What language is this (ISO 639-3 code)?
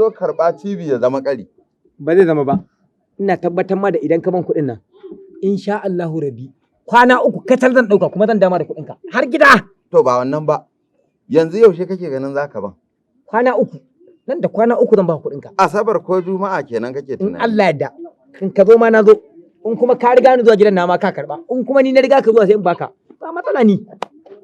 hau